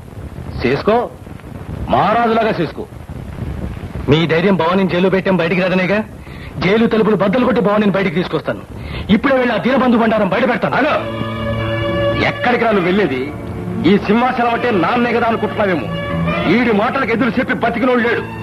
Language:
Telugu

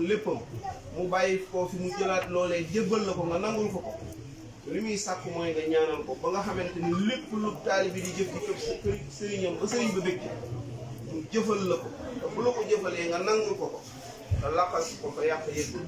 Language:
Wolof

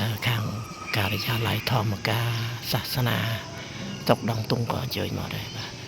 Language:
Khmer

